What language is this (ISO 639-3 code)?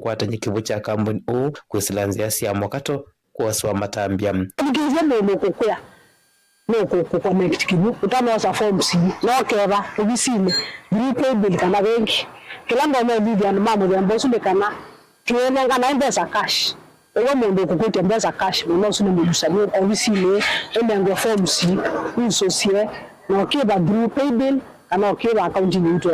kam